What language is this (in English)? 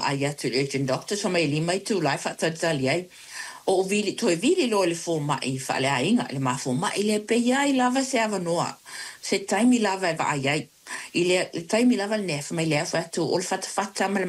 Samoan